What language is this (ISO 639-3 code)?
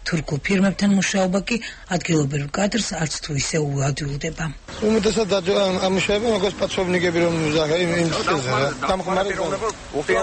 kat